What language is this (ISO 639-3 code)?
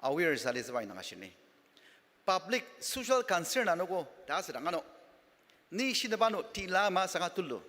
njo